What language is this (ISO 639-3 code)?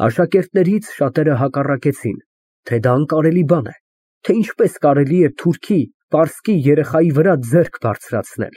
hye